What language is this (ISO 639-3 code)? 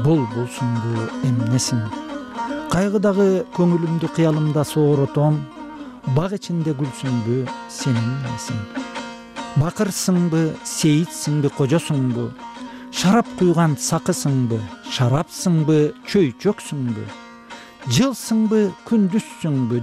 kir